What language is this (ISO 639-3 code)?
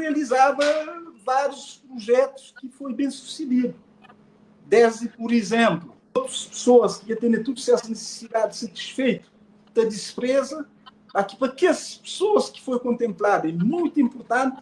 kea